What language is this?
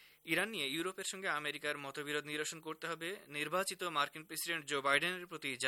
Bangla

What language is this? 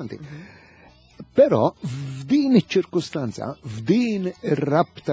Maltese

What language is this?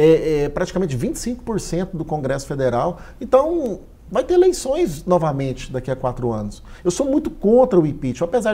Portuguese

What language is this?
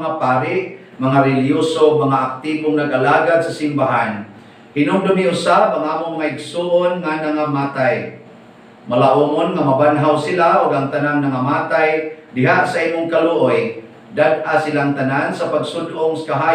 Cebuano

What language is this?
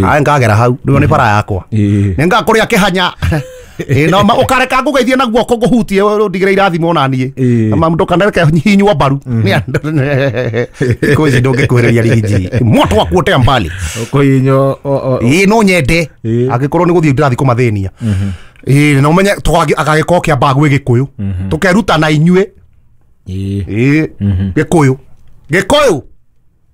Kikuyu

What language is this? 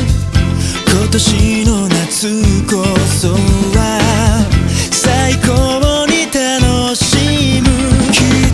Japanese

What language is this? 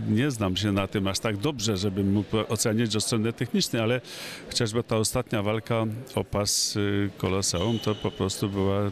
Polish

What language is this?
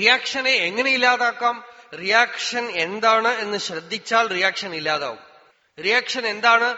Malayalam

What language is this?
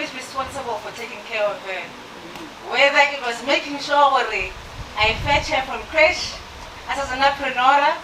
Northern Sotho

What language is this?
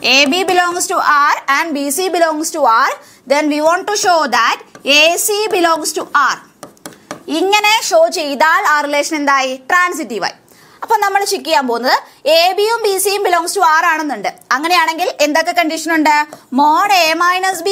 Malayalam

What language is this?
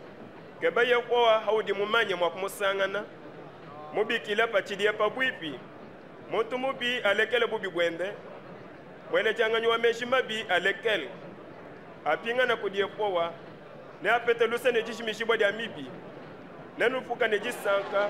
Luba-Lulua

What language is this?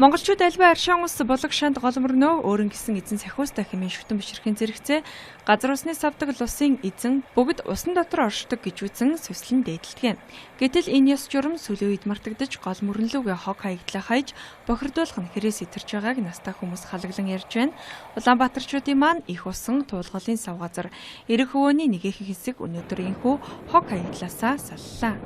Mongolian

